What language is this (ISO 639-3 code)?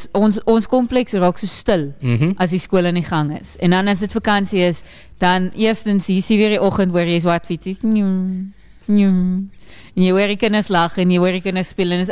afr